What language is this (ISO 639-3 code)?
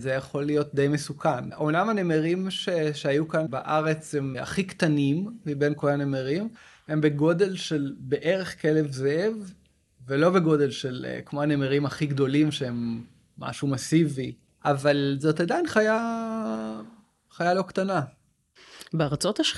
heb